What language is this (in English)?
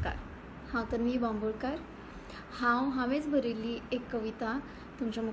Konkani